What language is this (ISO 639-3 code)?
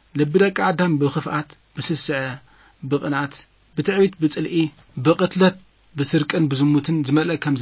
tir